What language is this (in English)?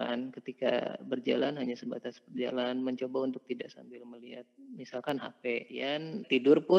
Indonesian